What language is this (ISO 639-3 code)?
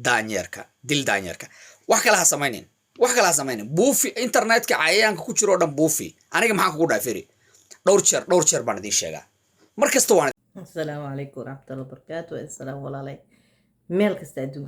som